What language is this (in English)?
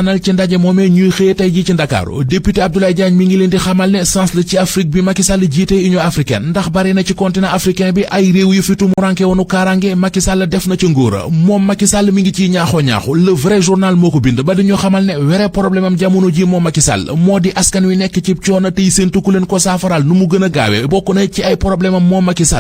Wolof